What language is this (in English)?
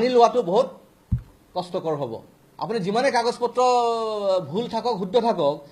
Assamese